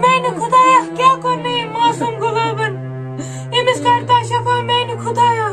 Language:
Kashmiri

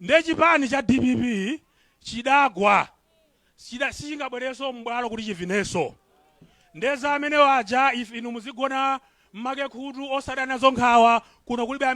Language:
Nyanja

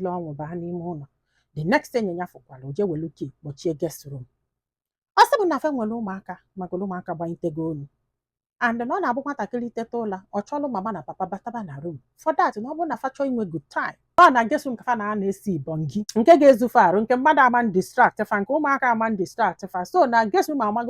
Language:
Igbo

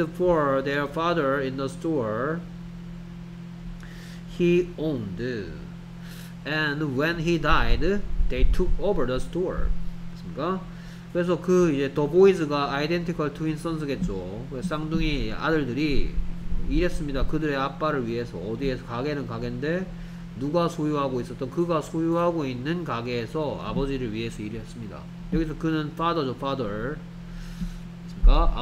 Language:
Korean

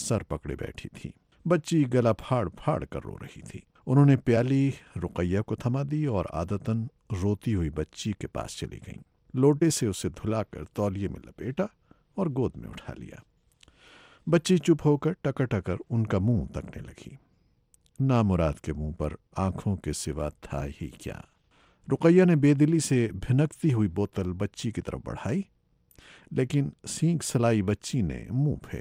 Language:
Urdu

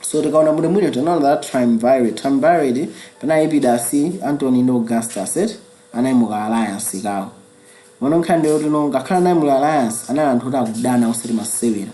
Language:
Nyanja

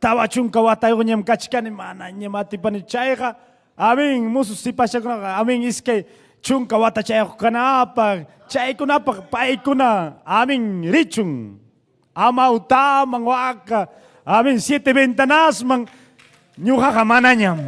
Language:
Ayacucho Quechua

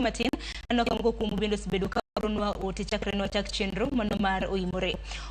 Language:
Luo (Kenya and Tanzania)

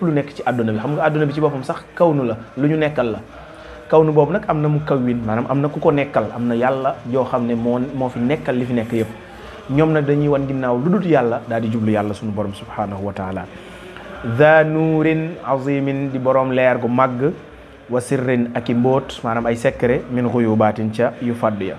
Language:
Wolof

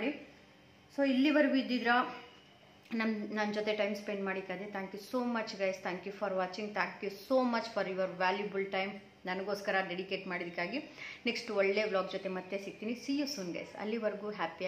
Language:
Kannada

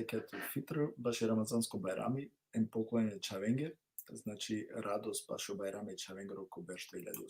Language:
Balkan Romani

